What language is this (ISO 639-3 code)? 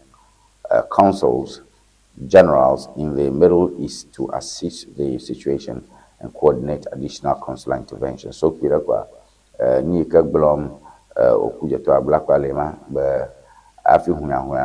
ewe